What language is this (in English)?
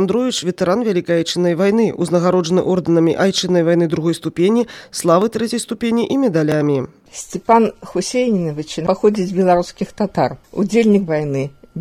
Belarusian